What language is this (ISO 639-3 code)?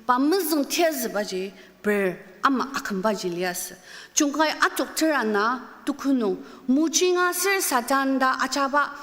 njo